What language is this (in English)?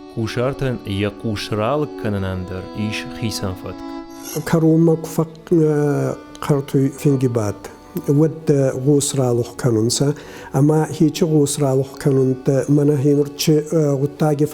Ossetic